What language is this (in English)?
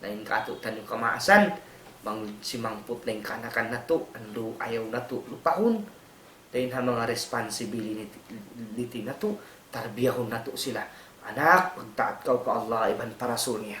Tausug